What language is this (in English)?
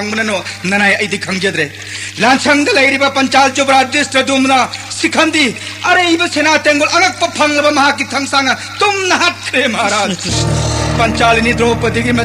Manipuri